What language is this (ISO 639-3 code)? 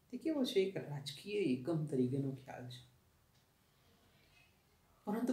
guj